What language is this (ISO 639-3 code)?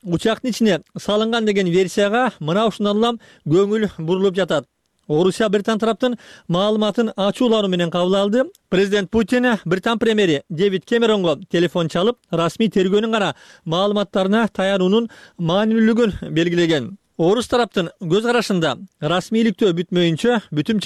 kir